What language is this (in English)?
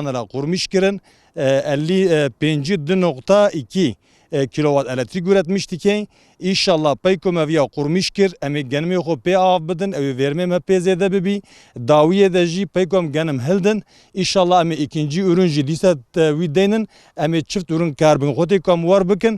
Kurdish